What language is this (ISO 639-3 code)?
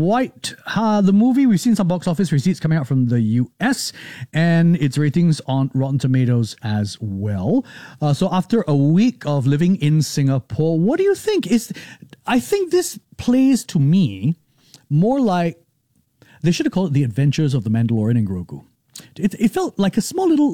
eng